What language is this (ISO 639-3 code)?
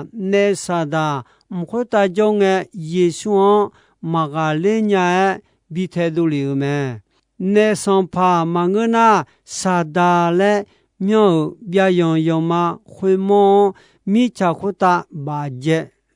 ahk